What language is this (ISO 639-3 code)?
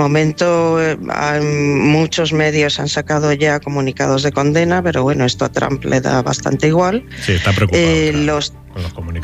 spa